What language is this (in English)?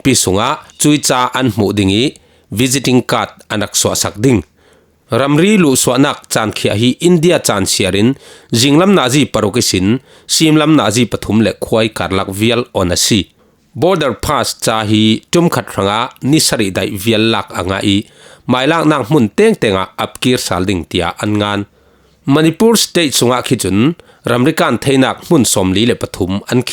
Falam Chin